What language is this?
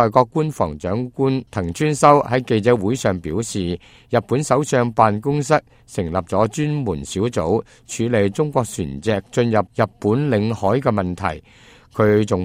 Cantonese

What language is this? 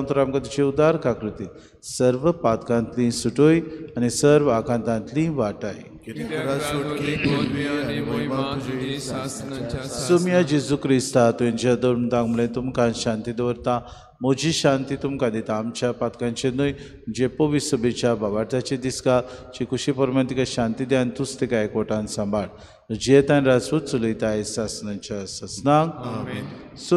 Konkani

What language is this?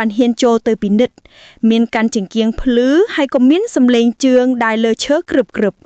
Khmer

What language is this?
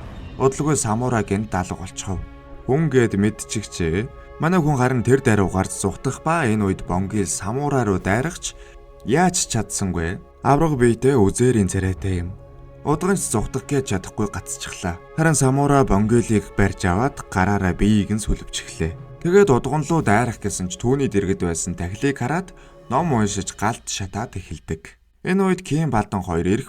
Mongolian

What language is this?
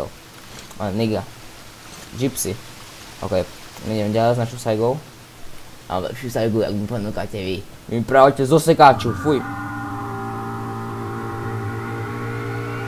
Slovak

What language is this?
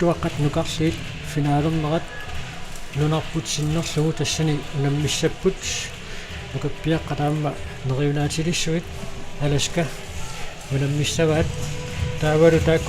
Kalaallisut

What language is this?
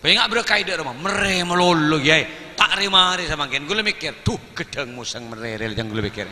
Madurese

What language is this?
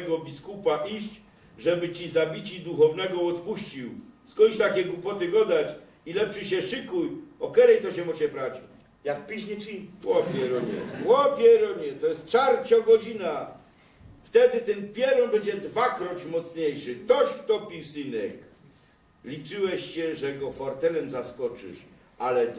Silesian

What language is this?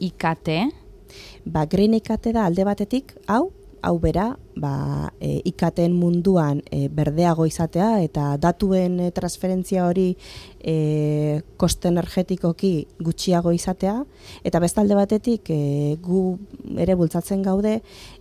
Basque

